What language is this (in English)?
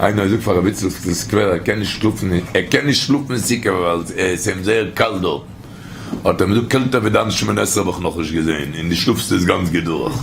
Yiddish